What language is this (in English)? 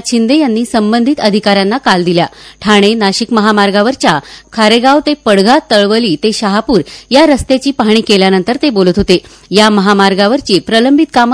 Marathi